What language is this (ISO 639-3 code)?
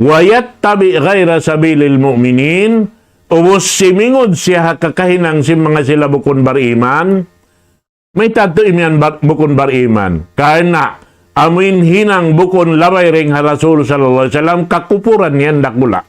tsg